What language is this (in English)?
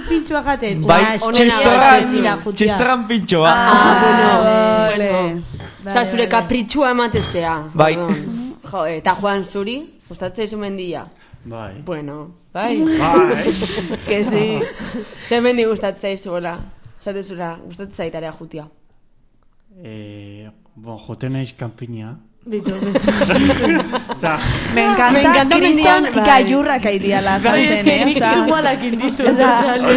Basque